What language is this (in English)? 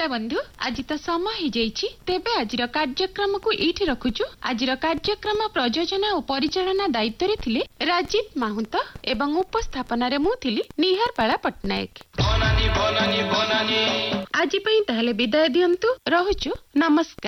Odia